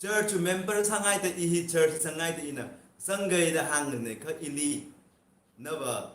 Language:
Tangkhul Naga (India)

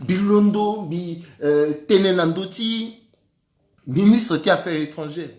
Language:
Sango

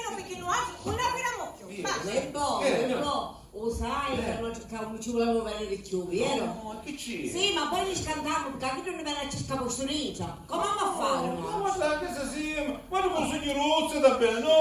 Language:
Sicilian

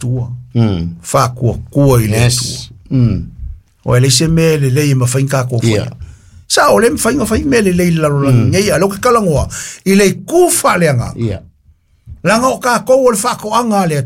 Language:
Samoan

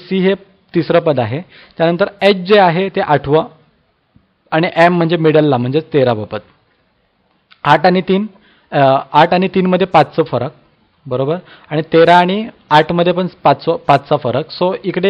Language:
Marathi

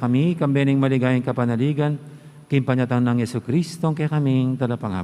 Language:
Pampanga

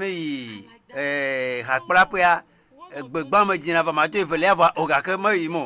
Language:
Ewe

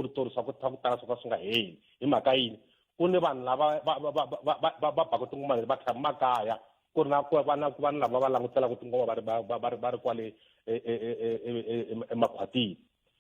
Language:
Tsonga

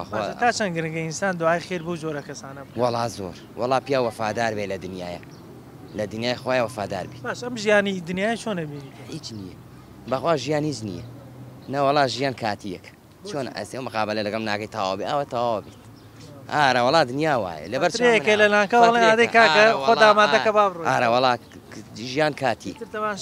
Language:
Central Kurdish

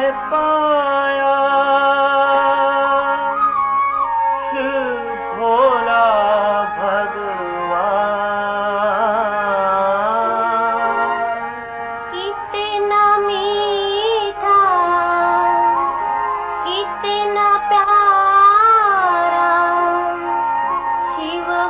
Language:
Hindi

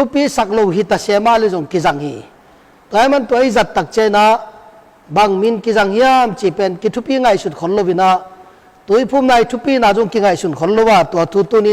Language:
Tedim Chin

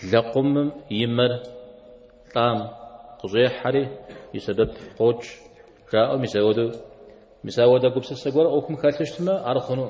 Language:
Kabardian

